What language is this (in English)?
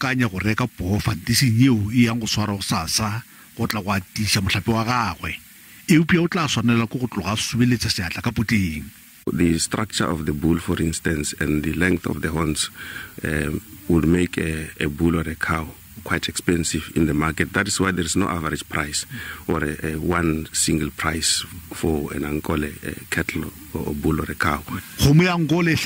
Northern Sotho